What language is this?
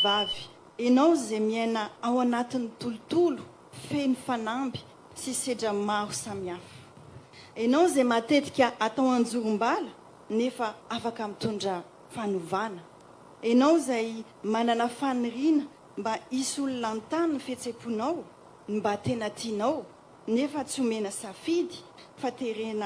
Malagasy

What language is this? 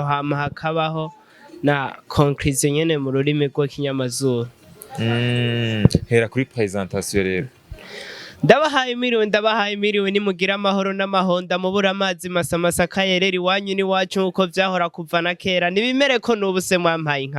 Rundi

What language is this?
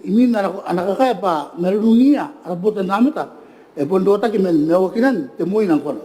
Gilbertese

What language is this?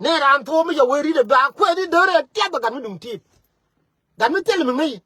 Nuer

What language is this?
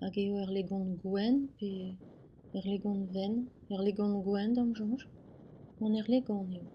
Breton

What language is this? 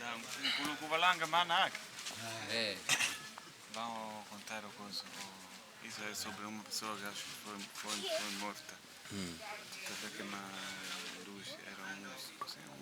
Makonde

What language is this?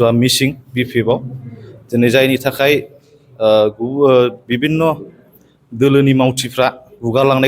Bodo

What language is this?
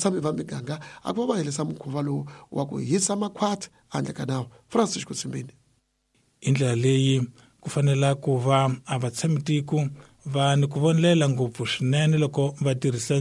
Tsonga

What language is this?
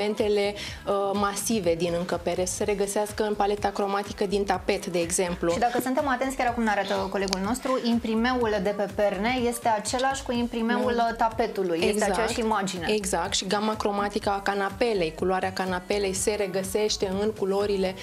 Romanian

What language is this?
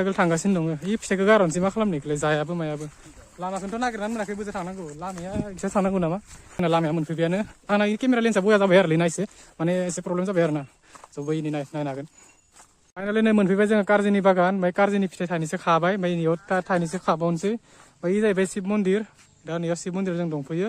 Bodo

